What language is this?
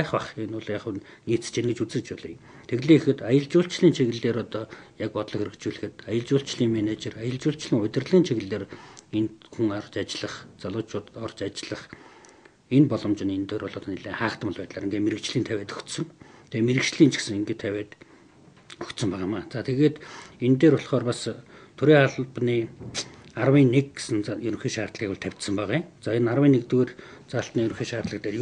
Mongolian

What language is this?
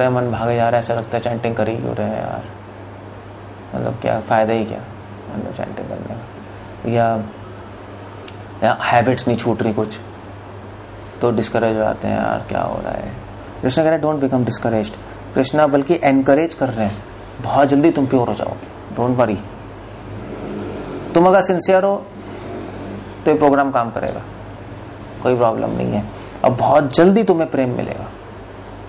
Hindi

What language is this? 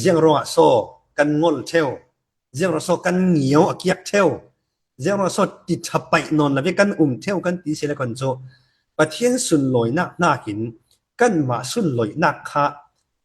Falam Chin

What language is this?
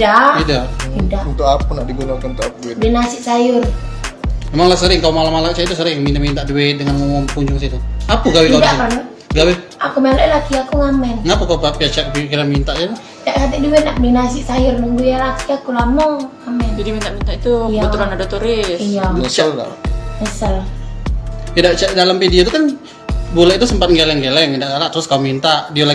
Musi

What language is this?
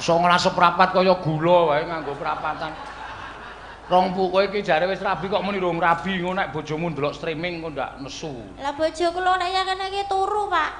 Javanese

